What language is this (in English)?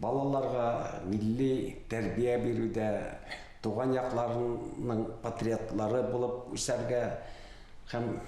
Tatar